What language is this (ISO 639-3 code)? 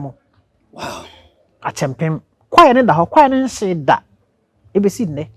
aka